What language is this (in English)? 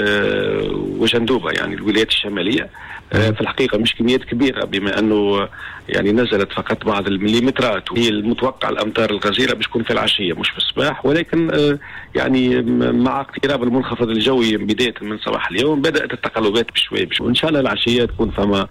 Tunisian Arabic